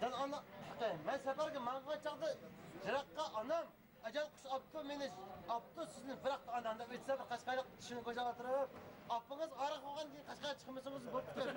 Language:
Uyghur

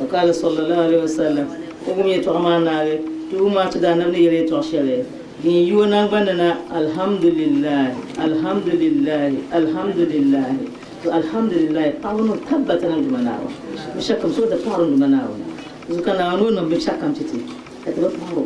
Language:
Dagbani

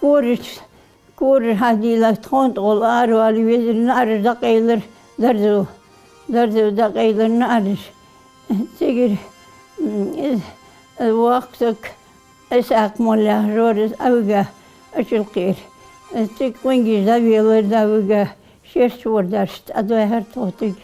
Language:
Ingush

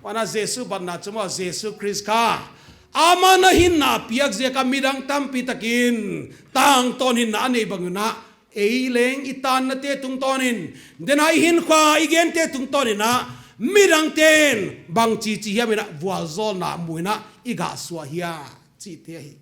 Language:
Paite Chin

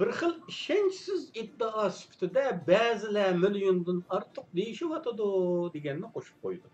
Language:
Uyghur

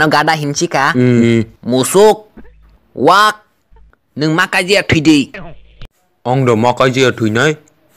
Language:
Kok Borok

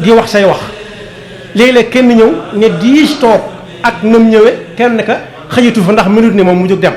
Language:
Wolof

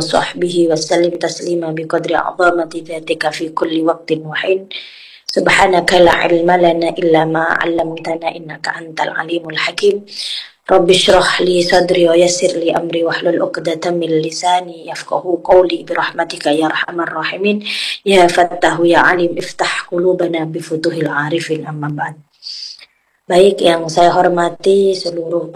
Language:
Indonesian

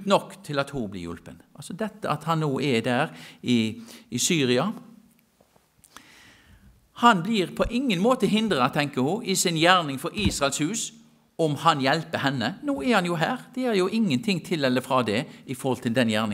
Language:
Norwegian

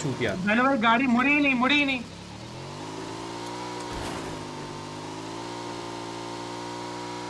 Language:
Hindi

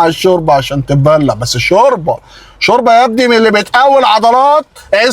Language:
Egyptian Arabic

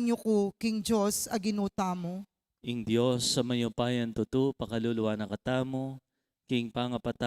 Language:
Pampanga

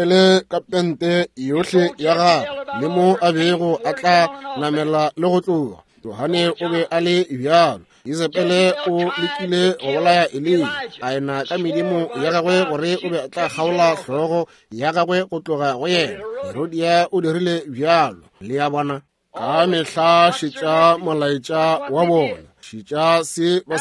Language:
Northern Sotho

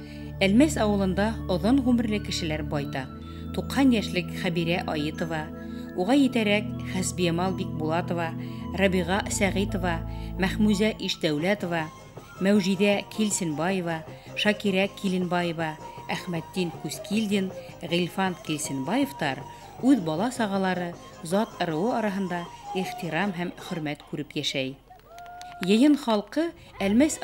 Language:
Bashkir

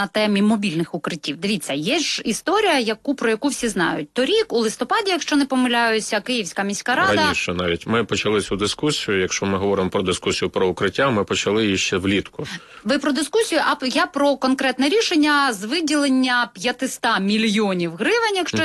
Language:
Ukrainian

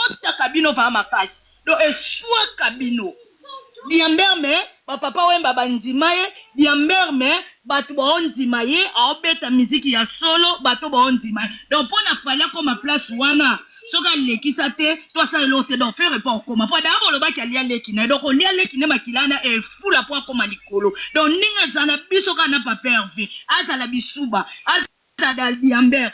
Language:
Lingala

